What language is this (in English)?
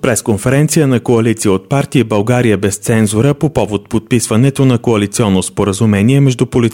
Bulgarian